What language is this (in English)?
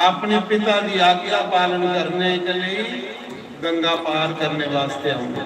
Dogri